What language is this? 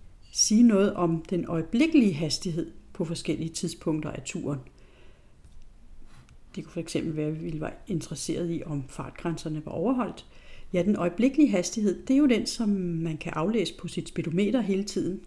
Danish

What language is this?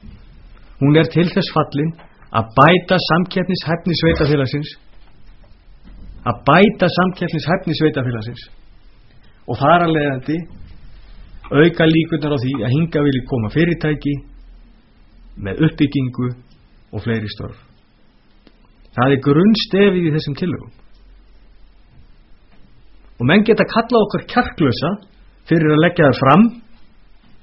Icelandic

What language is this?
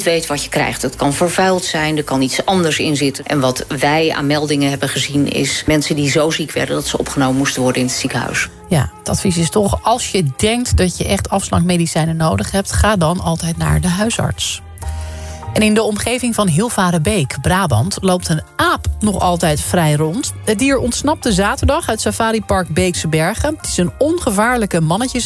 Dutch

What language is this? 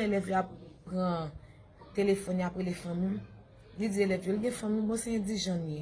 Haitian Creole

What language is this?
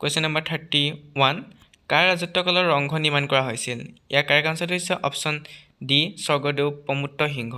Assamese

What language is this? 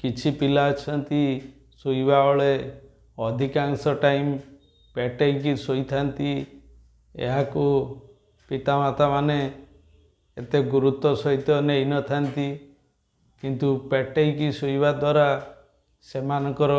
Odia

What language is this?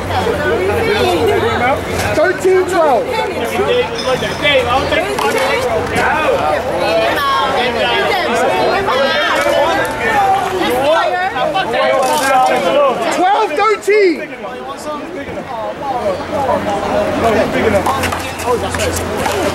English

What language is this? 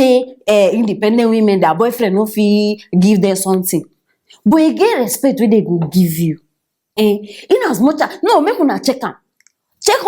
Nigerian Pidgin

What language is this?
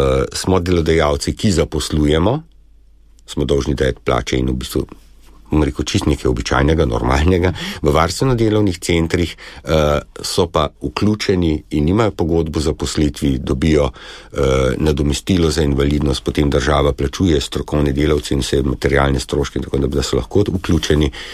Slovenian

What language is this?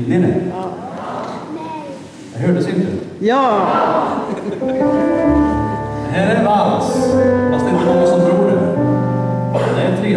Swedish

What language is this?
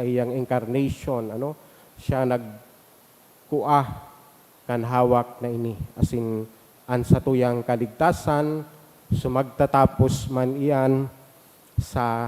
Bikol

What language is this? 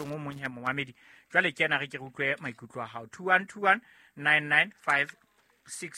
Southern Sotho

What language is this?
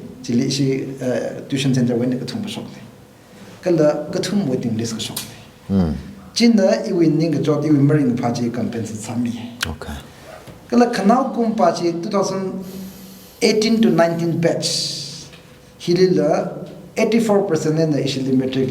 Tangkhul Naga (India)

